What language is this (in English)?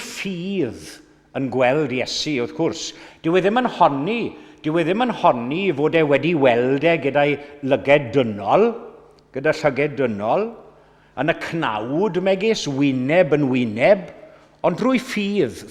Welsh